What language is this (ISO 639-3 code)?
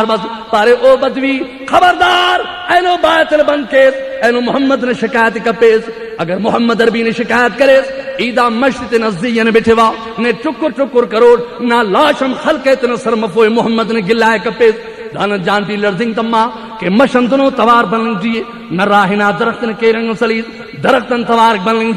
brh